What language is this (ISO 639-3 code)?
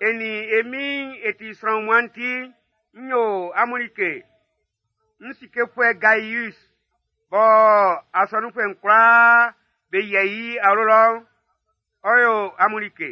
bci